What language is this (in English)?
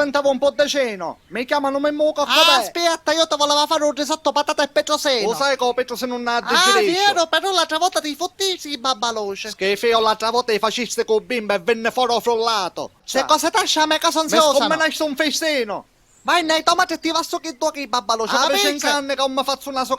Sicilian